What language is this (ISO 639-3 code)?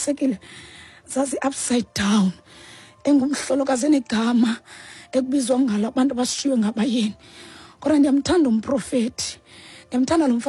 xho